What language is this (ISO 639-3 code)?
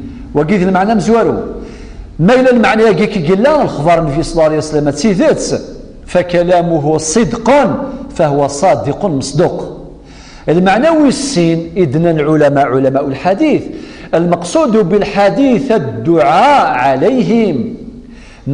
kab